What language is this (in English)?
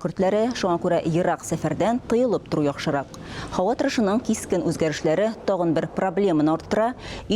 Tatar